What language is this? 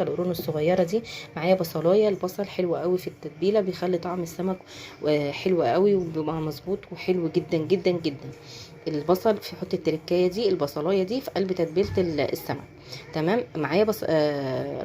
Egyptian Arabic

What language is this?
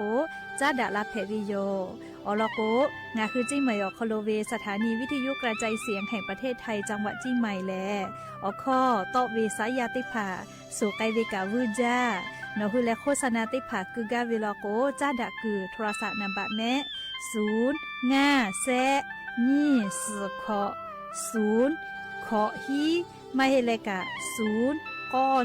Lahu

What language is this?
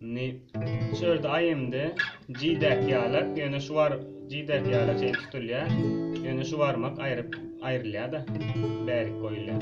Turkmen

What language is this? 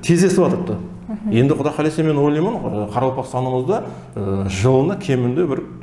Kara-Kalpak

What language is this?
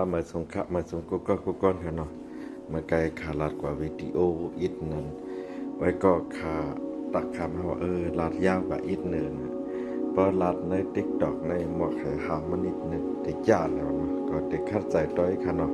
Shan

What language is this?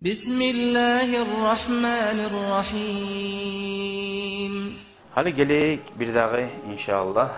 Kumyk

